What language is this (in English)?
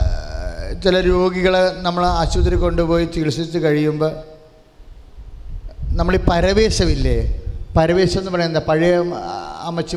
Malayalam